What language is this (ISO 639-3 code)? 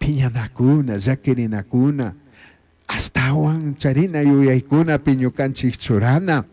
qug